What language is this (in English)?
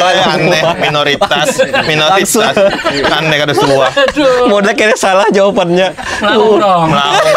Banjar